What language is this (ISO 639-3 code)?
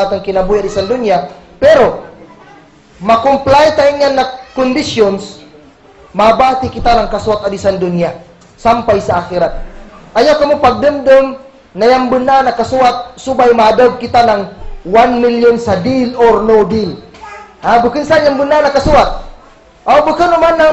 kll